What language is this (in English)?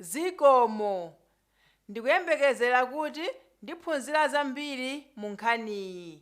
Nyanja